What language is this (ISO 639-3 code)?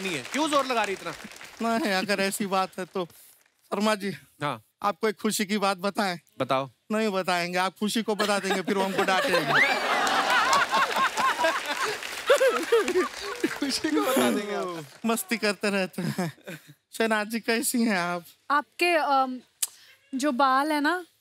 hin